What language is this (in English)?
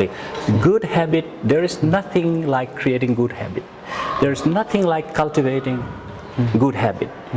Paite Chin